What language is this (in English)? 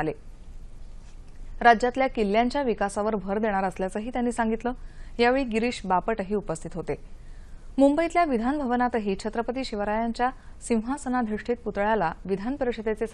Marathi